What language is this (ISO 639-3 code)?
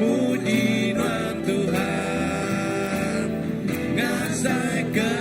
iba